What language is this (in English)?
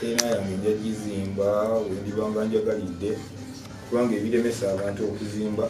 Ganda